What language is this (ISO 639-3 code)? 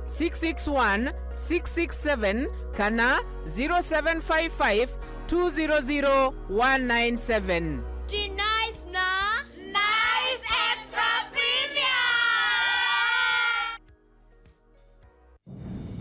mer